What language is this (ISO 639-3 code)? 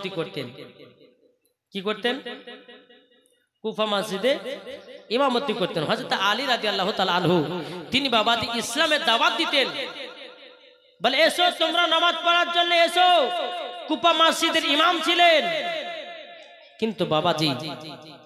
ben